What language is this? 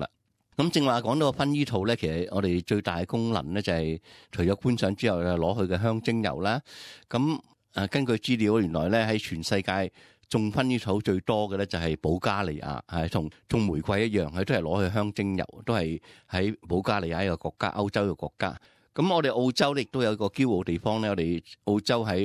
Cantonese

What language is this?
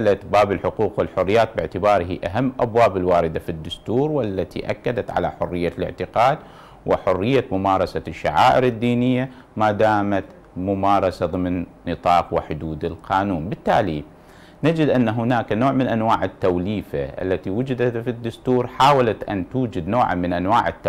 Arabic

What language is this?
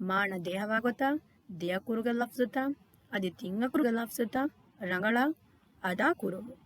Divehi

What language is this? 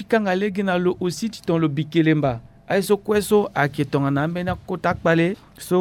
Sango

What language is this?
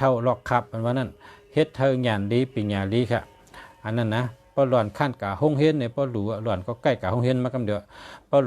Shan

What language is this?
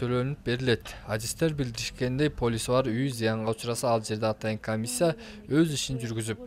Kyrgyz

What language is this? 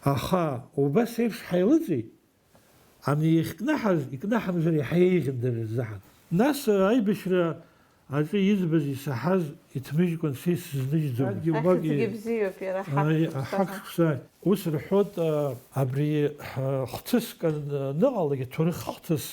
Abkhazian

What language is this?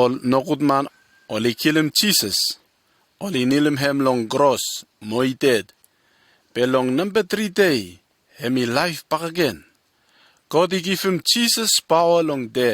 Bislama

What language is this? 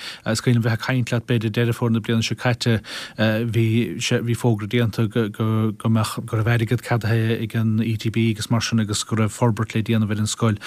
Irish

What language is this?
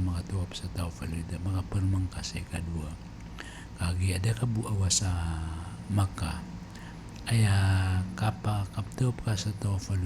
Maranao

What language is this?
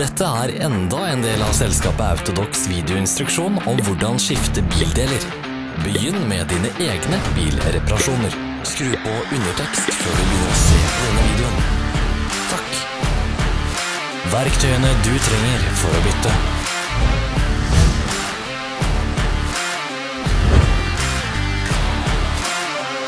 Norwegian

